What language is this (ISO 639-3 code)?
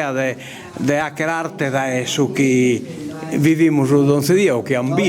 srd